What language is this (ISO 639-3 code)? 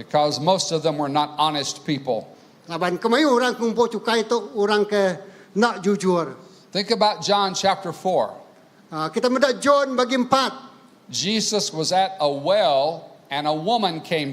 iba